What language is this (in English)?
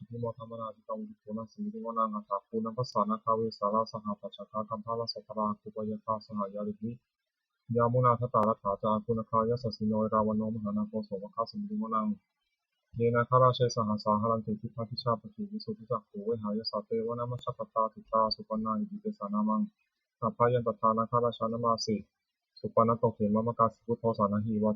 Pali